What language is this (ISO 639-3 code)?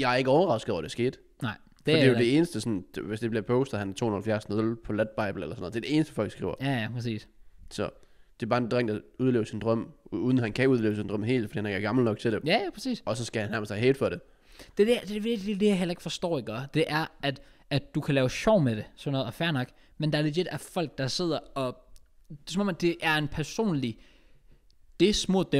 dan